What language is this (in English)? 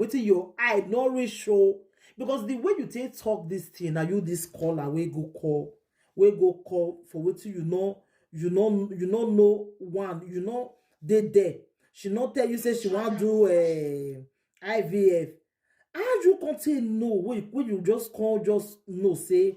Nigerian Pidgin